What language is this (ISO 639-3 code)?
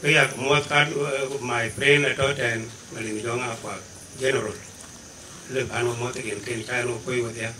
din